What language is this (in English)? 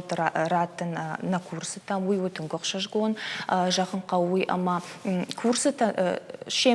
Ossetic